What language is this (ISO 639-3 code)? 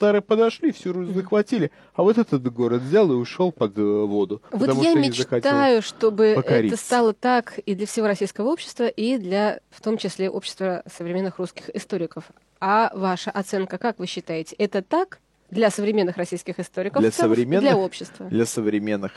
rus